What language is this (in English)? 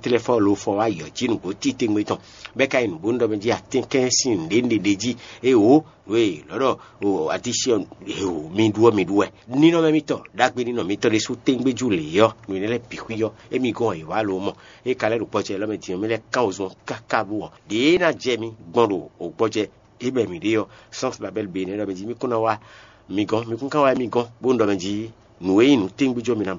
Fon